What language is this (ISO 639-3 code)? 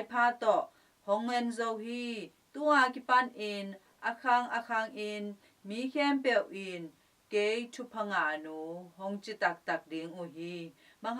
ctd